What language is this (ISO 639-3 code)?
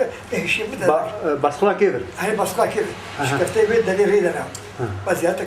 kur